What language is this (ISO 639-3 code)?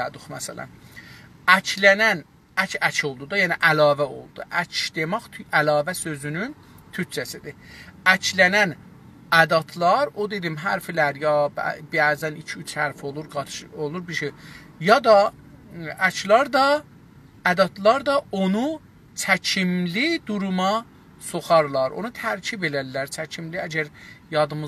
azb